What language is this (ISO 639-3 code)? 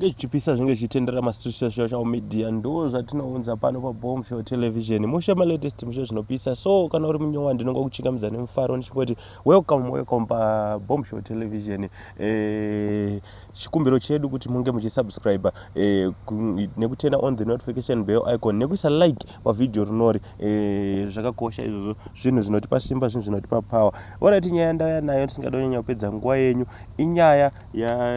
sna